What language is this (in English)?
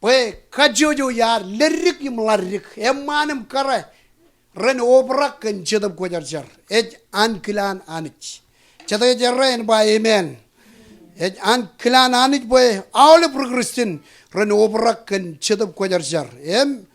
Marshallese